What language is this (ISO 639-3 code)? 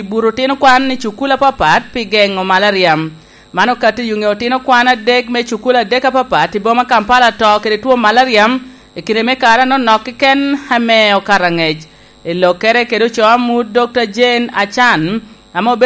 laj